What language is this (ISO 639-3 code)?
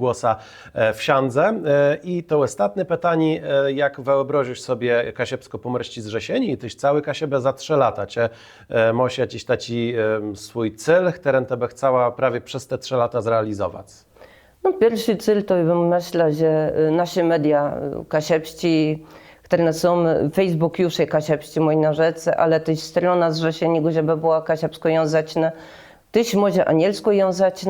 csb